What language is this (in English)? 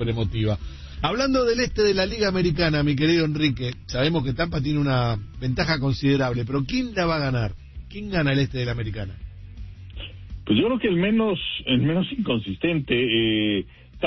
Spanish